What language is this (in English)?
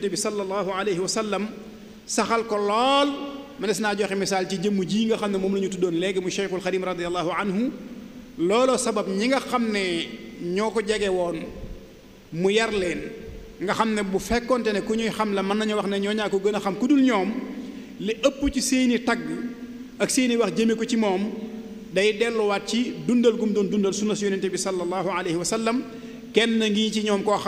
Wolof